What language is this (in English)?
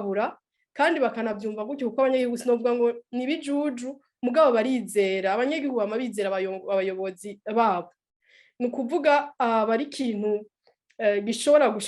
Rundi